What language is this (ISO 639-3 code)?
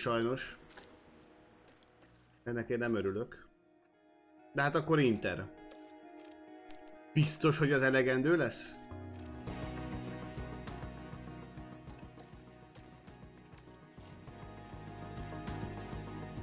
hun